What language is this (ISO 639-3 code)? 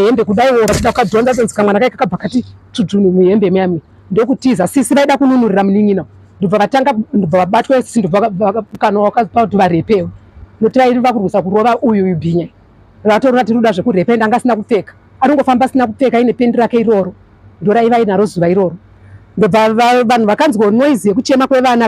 sna